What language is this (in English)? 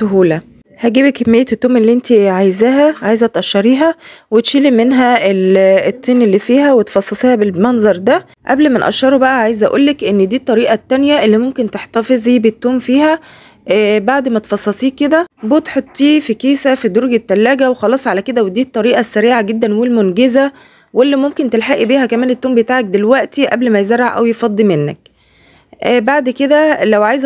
Egyptian Arabic